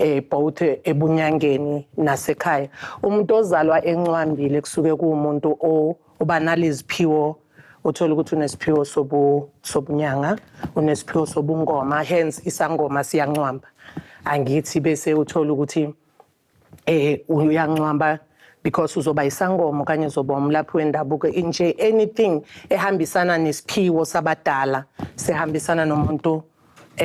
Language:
Zulu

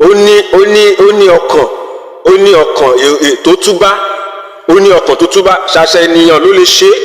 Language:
Yoruba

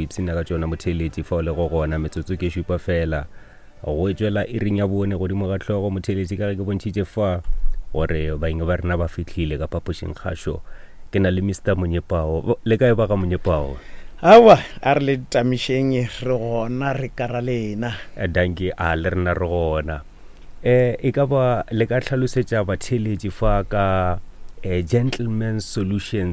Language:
Northern Sotho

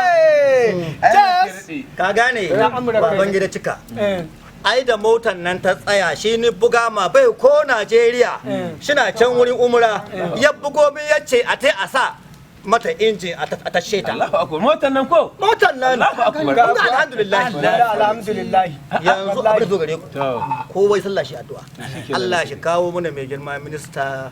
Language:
Hausa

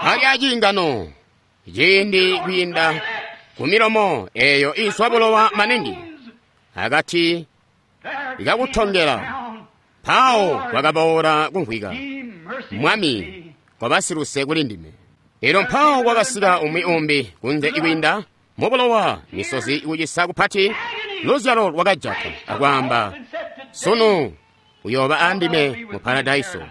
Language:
Tonga (Zambia)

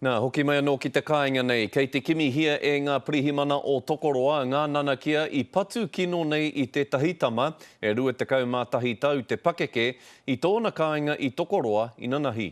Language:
Māori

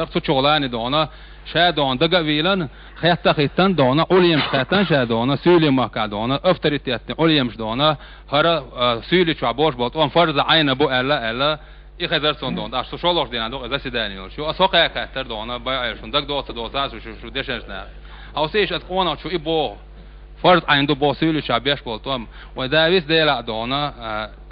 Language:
Chechen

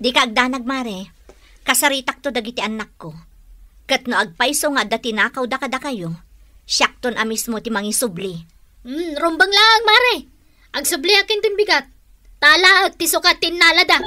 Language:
Iloko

